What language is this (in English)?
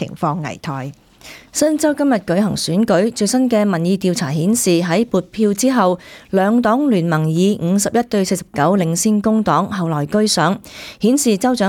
Cantonese